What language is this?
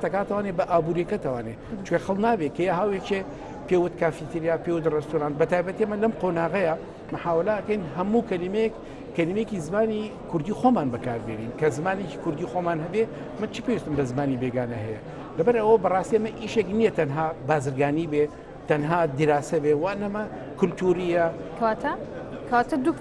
Central Kurdish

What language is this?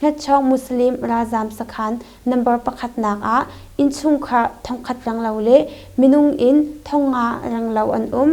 Hakha Chin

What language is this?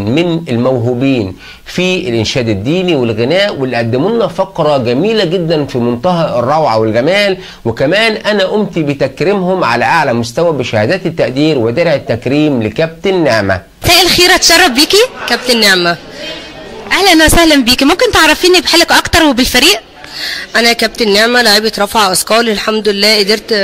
Egyptian Arabic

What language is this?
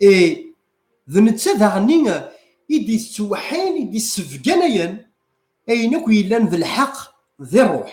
Kabyle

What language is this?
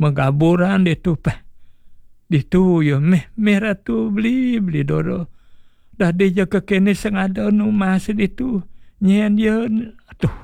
Balinese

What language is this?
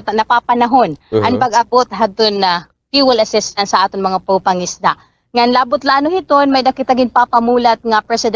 Waray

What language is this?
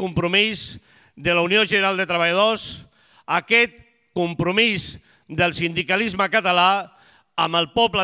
Catalan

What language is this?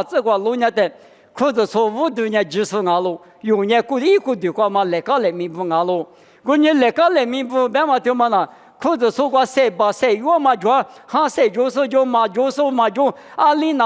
Lisu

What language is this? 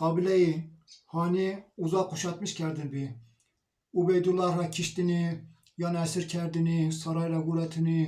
Zaza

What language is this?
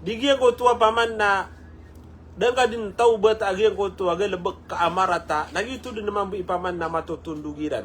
Maranao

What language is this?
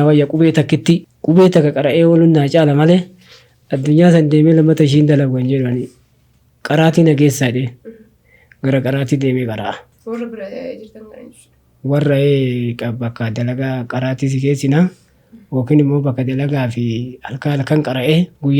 Oromo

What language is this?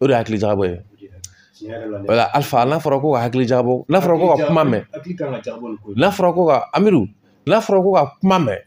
Bambara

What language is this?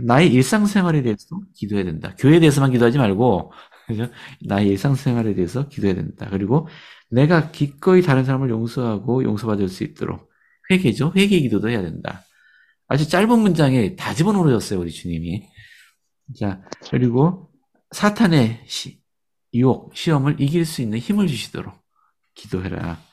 Korean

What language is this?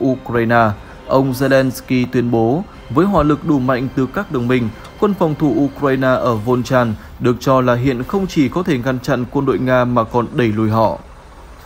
Vietnamese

